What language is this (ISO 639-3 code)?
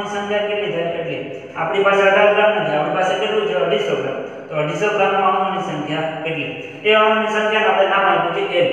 guj